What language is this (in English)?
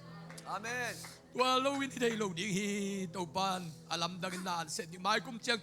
Tedim Chin